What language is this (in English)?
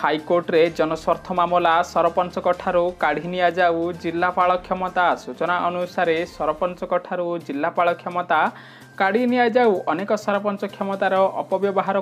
Odia